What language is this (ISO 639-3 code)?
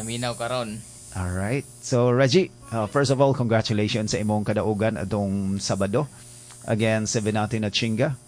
ceb